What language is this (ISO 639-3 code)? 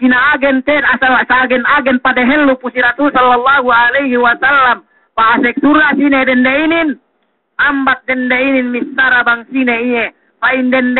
yka